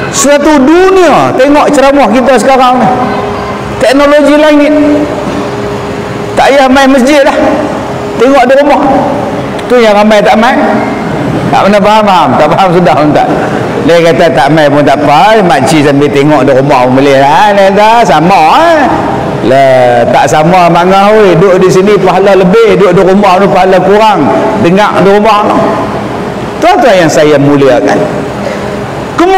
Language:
Malay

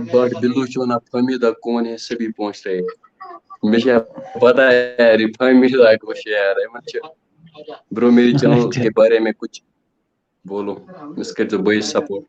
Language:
Kashmiri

